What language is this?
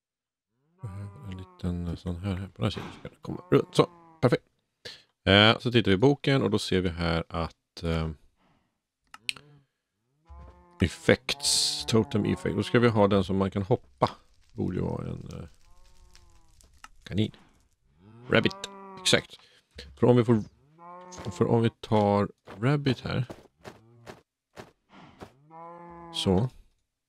Swedish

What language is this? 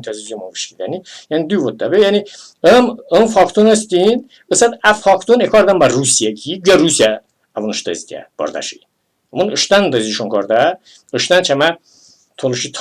Talysh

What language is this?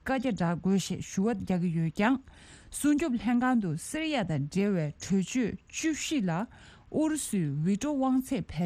Tibetan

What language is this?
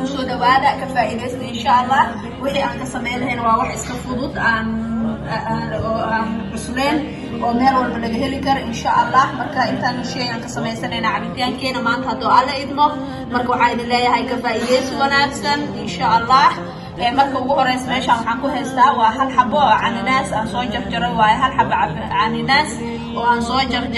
Somali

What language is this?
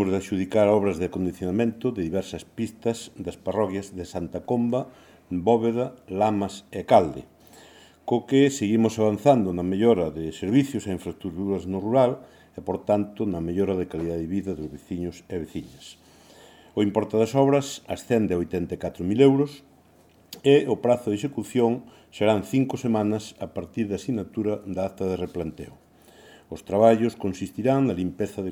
Galician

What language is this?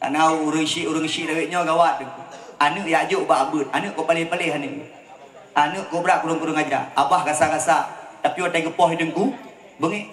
Achinese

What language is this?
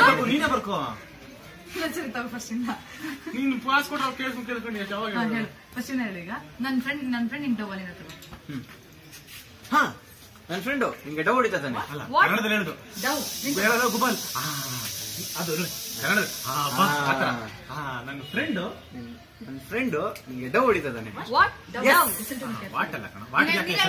Kannada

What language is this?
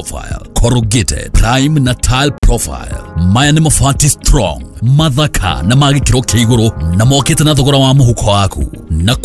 Kikuyu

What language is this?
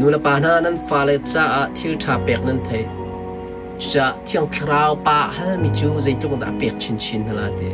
Hakha Chin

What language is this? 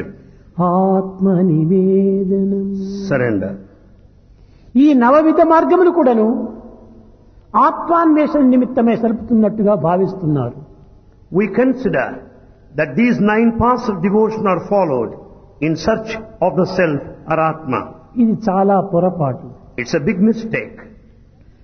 Telugu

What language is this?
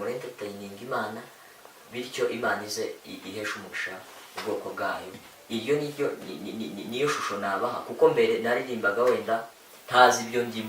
Kinyarwanda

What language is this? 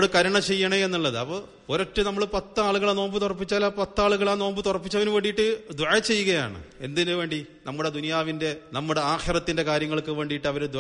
Malayalam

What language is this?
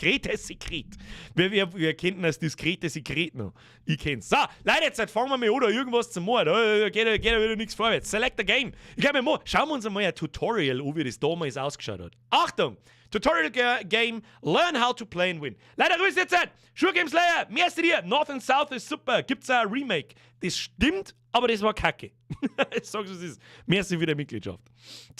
Bavarian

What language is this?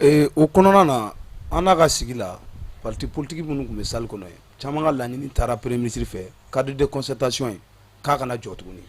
Bambara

